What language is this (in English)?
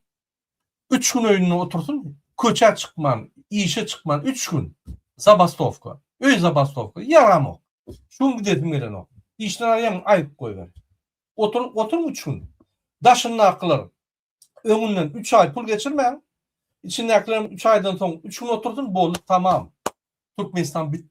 Turkmen